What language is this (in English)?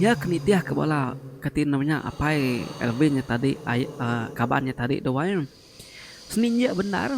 Iban